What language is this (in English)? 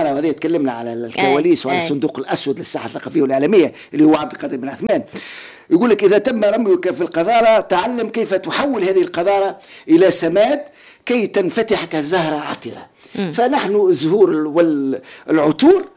Tunisian Arabic